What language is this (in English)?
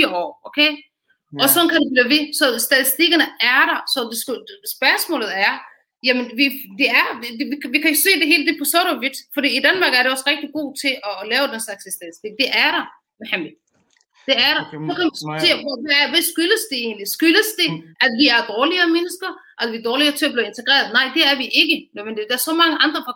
Danish